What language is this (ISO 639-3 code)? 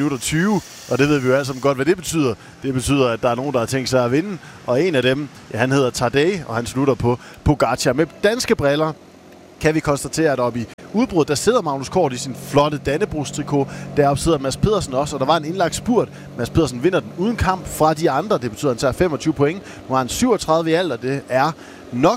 dan